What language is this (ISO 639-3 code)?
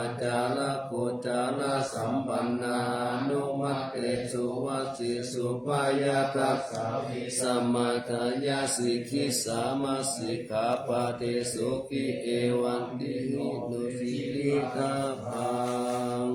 pli